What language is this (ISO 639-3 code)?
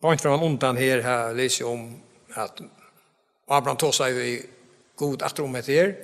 fao